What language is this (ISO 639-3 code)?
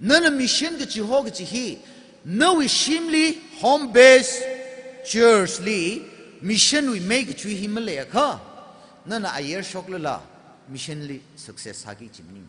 nmf